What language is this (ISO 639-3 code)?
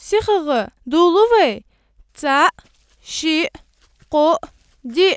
inh